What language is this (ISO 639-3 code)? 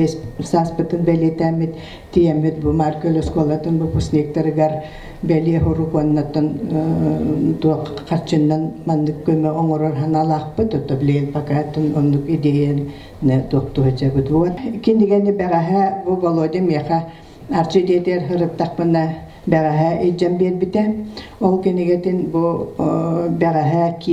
sah